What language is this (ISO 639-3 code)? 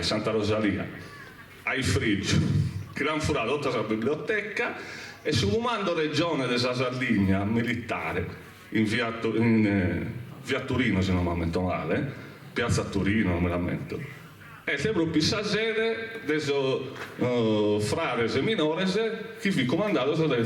srd